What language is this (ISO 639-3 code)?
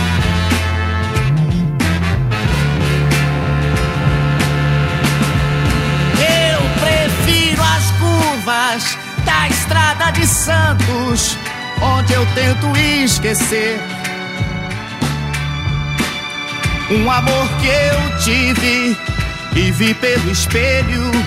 por